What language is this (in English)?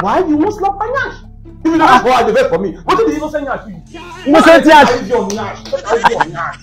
Nigerian Pidgin